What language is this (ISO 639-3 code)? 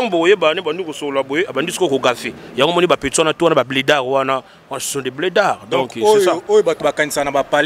lin